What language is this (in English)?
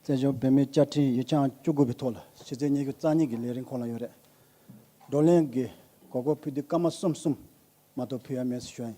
Tibetan